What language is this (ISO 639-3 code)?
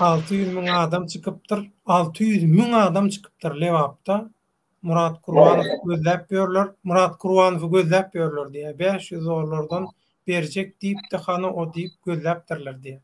tuk